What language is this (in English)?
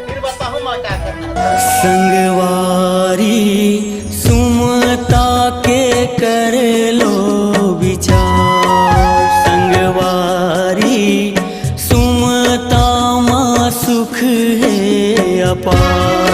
Chhattisgarhi